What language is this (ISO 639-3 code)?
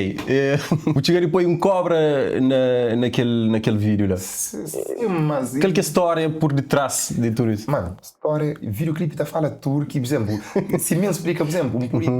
kea